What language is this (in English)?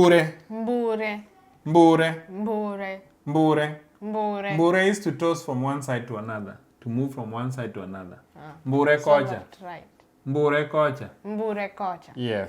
Luo (Kenya and Tanzania)